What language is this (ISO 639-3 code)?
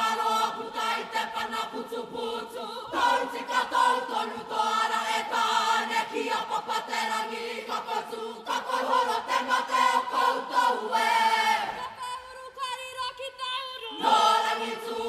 mri